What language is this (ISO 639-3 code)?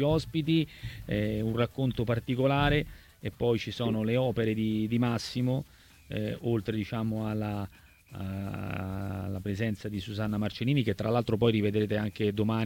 ita